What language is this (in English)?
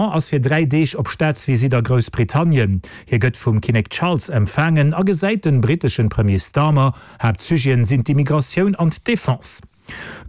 Luxembourgish